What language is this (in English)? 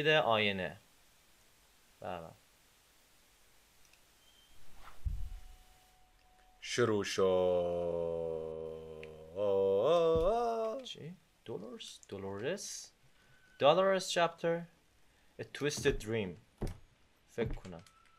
Persian